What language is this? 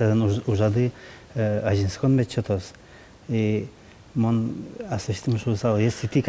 Udmurt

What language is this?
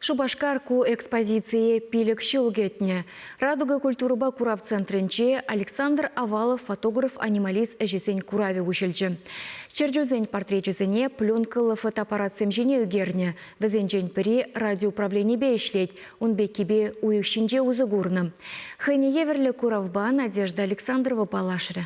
Chuvash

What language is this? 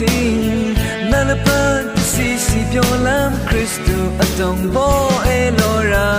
Rawang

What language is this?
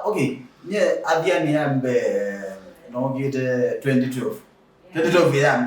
Kamba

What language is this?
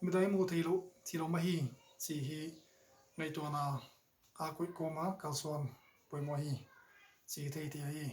Paite Chin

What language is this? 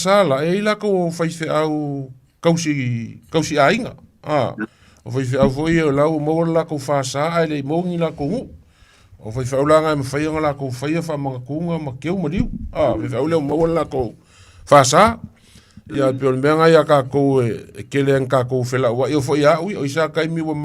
Samoan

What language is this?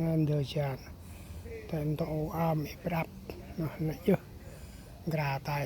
Central Mnong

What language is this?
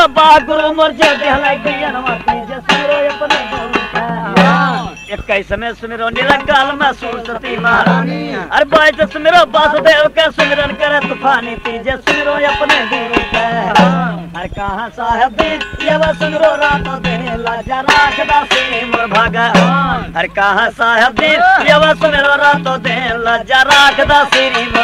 Bhojpuri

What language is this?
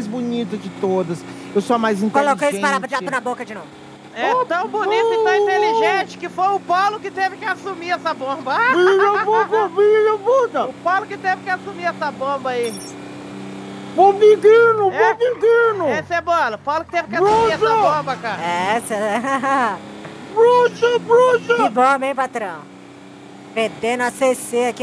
Portuguese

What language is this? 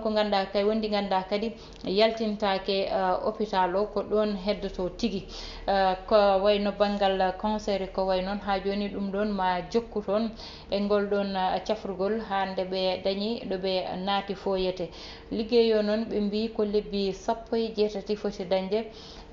Fula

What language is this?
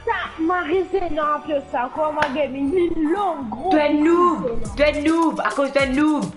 Morisyen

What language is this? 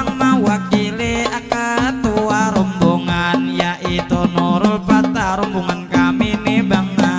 Banjar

